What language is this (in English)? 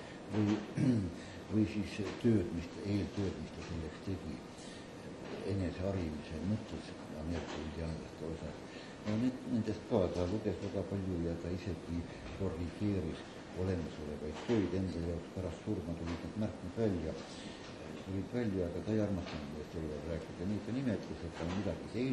Estonian